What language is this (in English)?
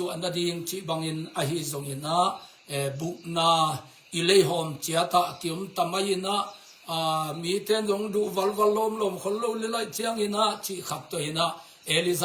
Tedim Chin